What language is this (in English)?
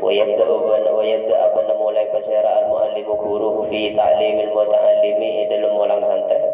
Madurese